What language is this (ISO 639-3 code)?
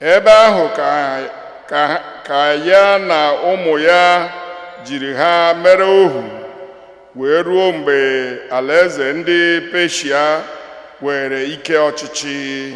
ibo